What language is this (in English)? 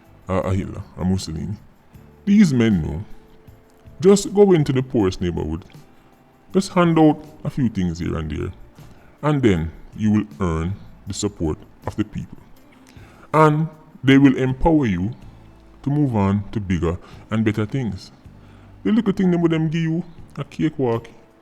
Jamaican Creole English